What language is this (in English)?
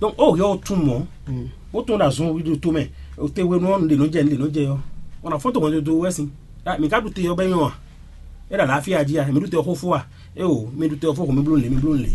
Fon